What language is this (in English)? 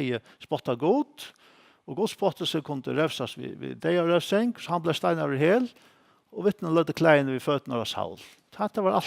Faroese